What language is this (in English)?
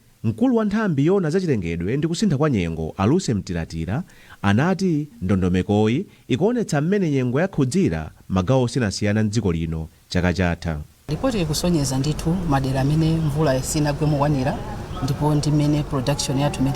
Nyanja